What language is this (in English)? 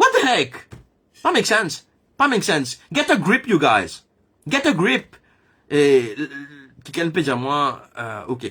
Morisyen